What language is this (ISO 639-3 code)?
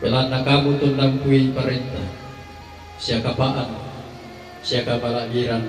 sda